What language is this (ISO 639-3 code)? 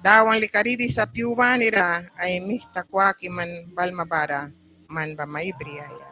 miq